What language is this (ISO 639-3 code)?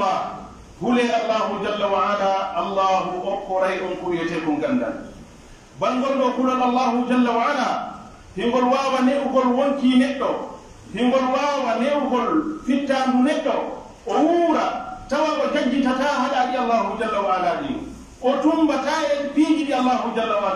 fuf